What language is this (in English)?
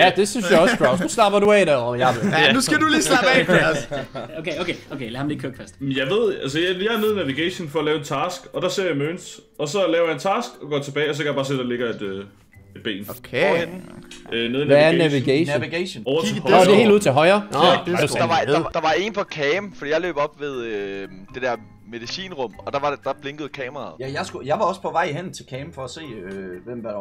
Danish